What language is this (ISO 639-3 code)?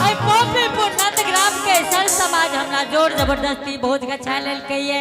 anp